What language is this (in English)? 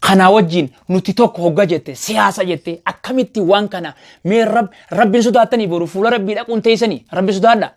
Oromo